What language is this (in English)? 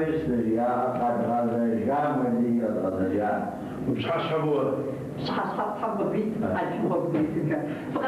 Kabardian